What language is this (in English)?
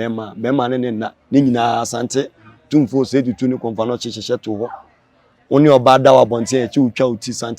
Akan